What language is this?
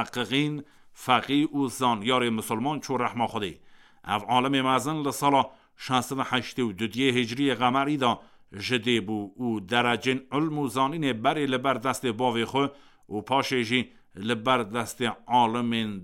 Kurdish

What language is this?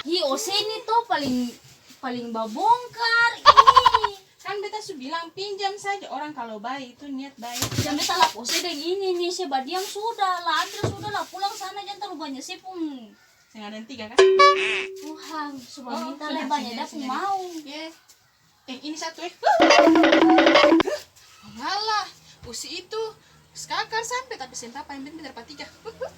Ambonese Malay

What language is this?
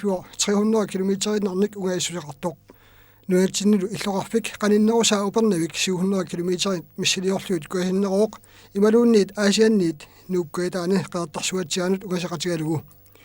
Kalaallisut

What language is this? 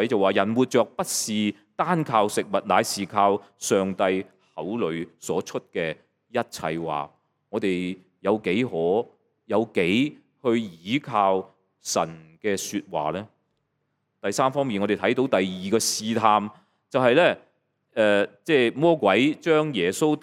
Cantonese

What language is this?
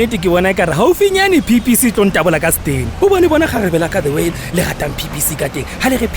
Southern Sotho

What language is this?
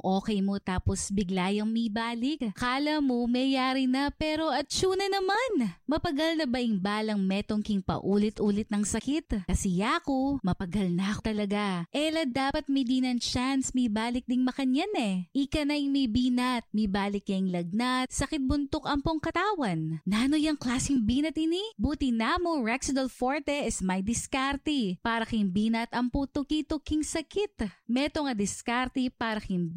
Pampanga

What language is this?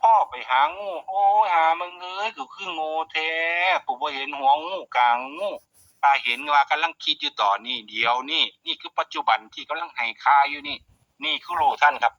Northeastern Thai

